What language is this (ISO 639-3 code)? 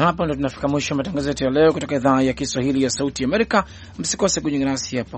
swa